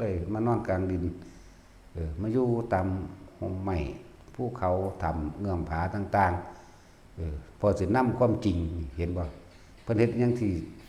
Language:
Northeastern Thai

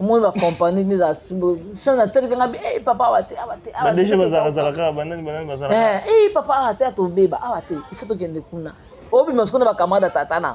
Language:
Lingala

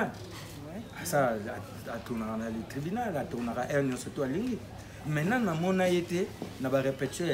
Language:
Lingala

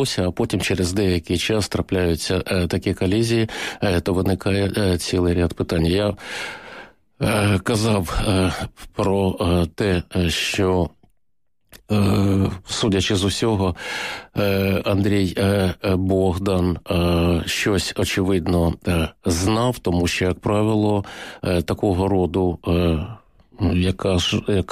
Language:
Ukrainian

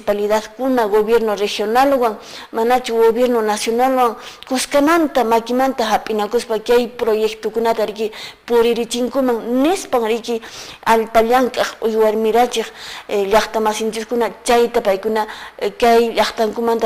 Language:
Quechua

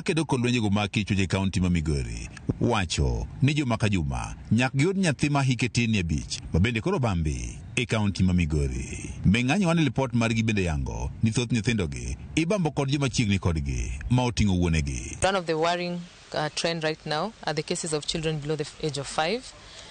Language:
Luo (Kenya and Tanzania)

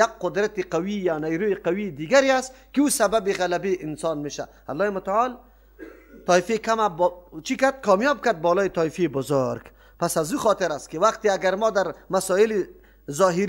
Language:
Persian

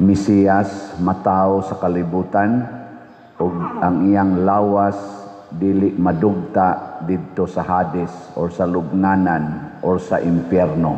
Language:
Cebuano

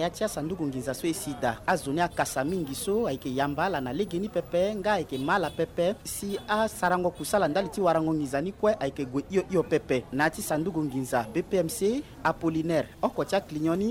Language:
Sango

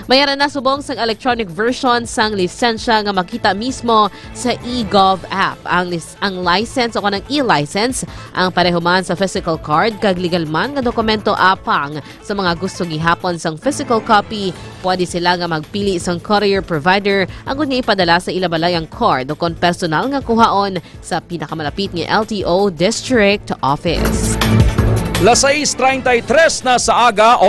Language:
Hiligaynon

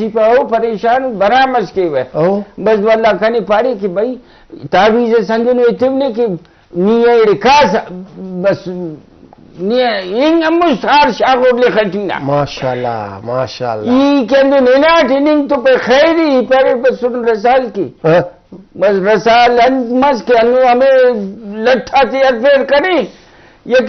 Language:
Brahui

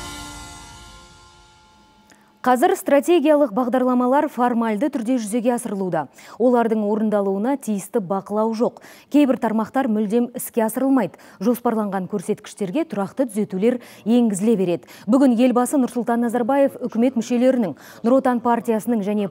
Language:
Kazakh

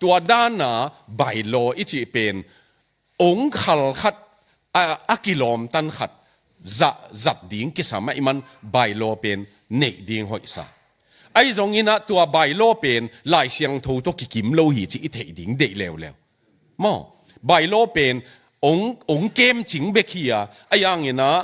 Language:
Tedim Chin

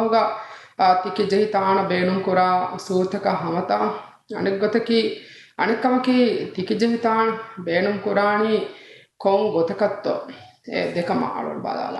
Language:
Divehi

